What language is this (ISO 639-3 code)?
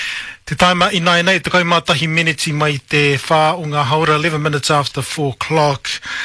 mri